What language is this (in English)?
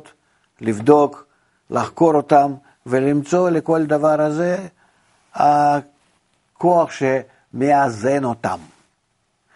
Hebrew